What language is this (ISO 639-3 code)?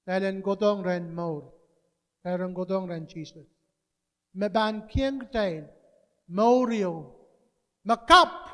pon